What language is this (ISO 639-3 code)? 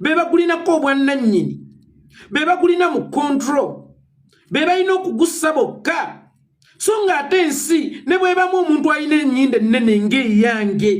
lug